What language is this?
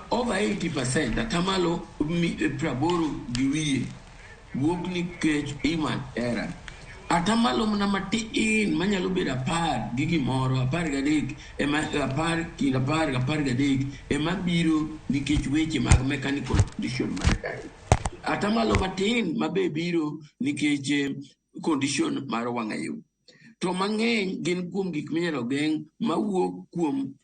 Luo (Kenya and Tanzania)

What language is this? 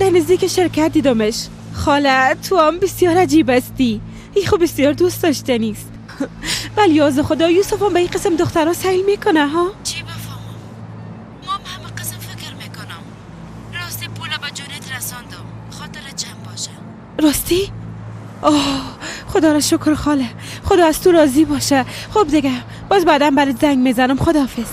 Persian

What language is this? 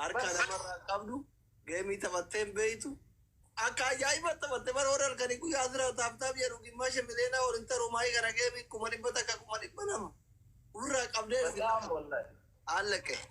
Oromo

